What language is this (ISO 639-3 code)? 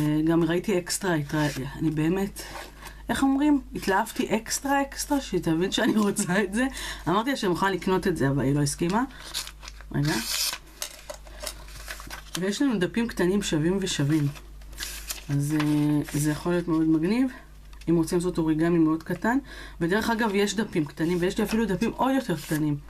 heb